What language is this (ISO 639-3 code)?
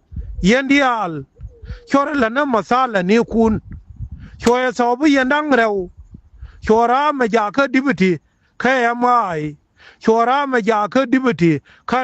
nus